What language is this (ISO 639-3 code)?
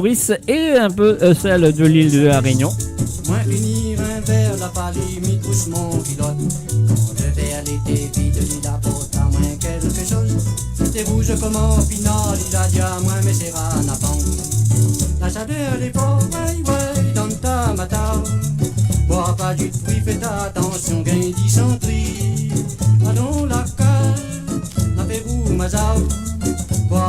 mfe